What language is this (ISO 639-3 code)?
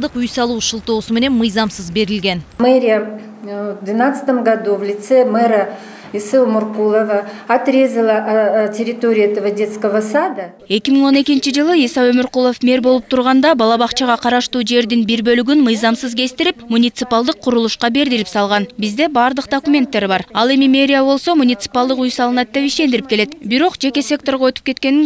kir